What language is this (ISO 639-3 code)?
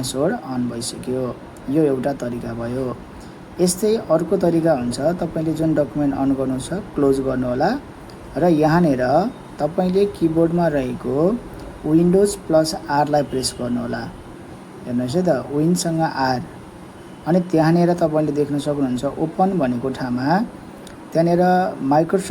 nep